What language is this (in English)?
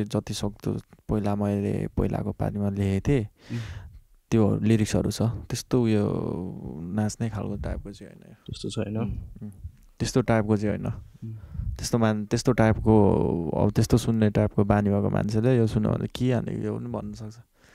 Nepali